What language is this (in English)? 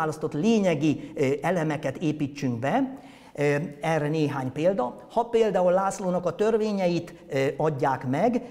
Hungarian